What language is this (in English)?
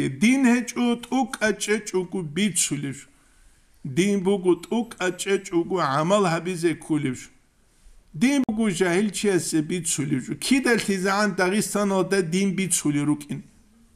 Avaric